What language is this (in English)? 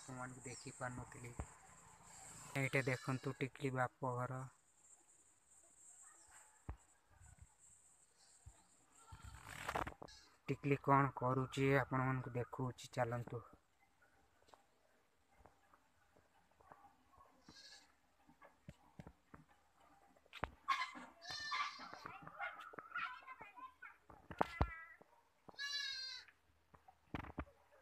Odia